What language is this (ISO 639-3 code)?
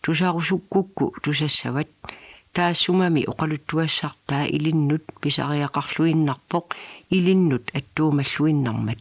kal